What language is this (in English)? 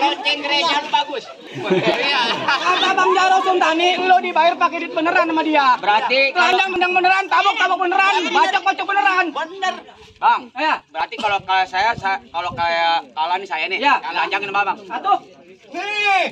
Betawi